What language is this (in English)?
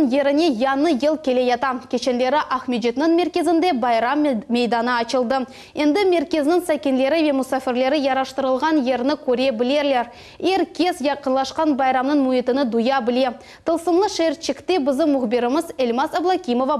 Crimean Tatar